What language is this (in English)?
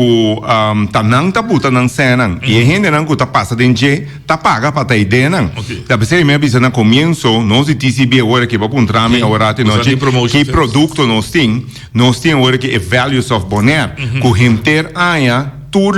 Papiamento